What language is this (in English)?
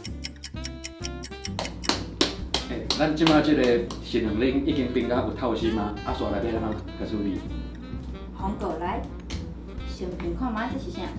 Min Nan Chinese